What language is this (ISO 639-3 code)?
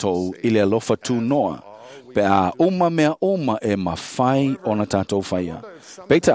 smo